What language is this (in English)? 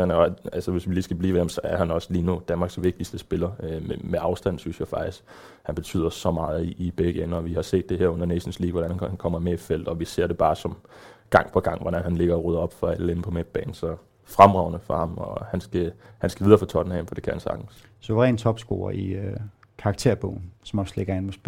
Danish